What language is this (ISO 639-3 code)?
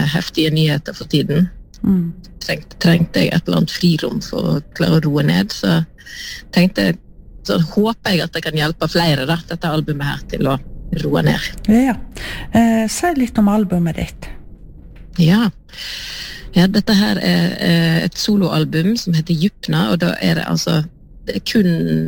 nor